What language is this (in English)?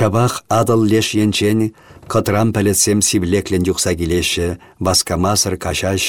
Chuvash